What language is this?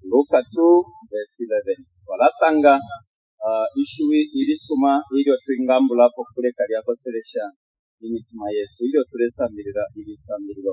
Bemba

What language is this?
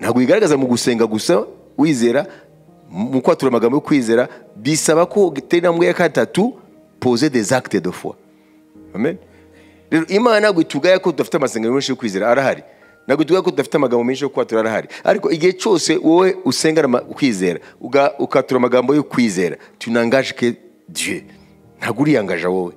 Kinyarwanda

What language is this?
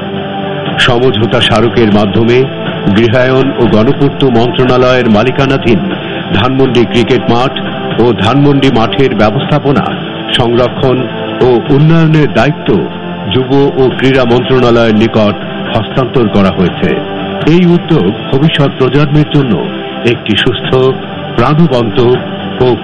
Bangla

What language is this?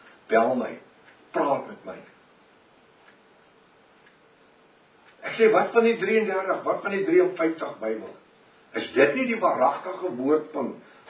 Afrikaans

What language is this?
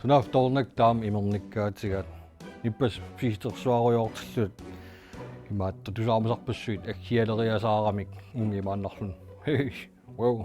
Kalaallisut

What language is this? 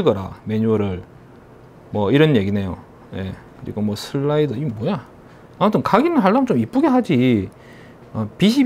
Korean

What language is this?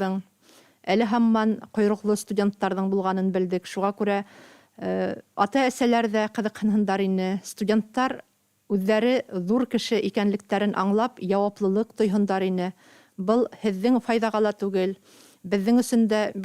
Bashkir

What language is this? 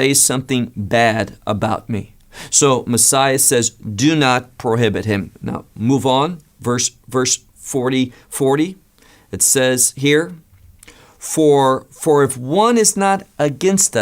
English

